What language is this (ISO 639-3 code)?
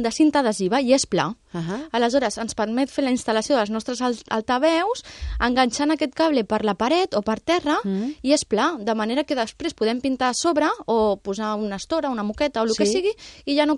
cat